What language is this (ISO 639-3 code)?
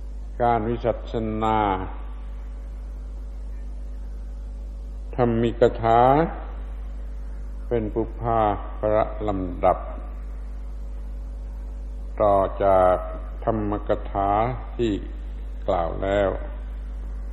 tha